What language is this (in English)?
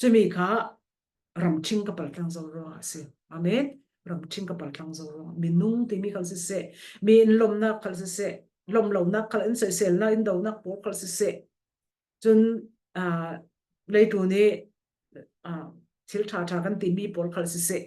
Falam Chin